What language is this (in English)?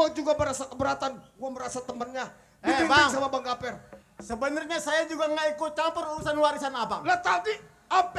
Betawi